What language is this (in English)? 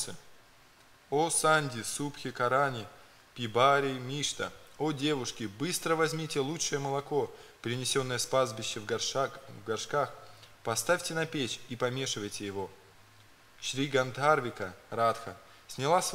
Russian